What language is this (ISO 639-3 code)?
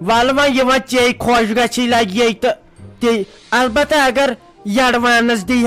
kas